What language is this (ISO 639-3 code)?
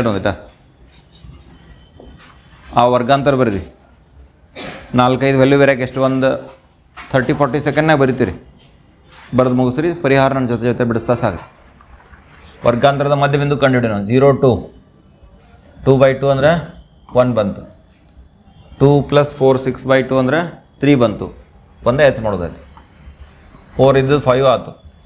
kan